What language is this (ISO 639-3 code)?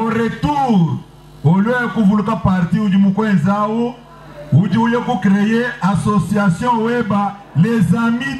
lua